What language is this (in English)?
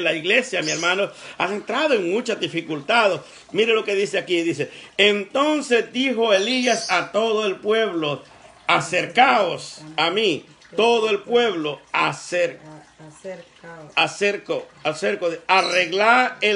Spanish